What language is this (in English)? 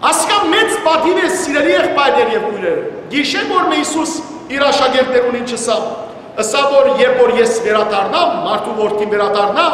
Western Armenian